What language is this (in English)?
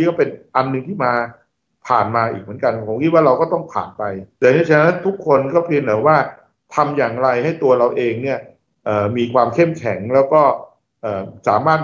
Thai